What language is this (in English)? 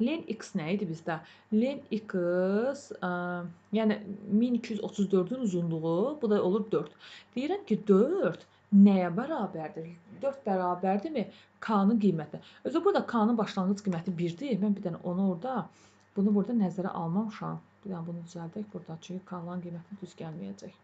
Azerbaijani